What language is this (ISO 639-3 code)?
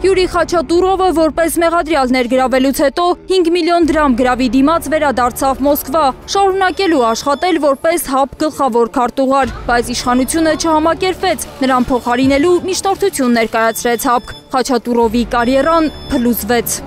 hye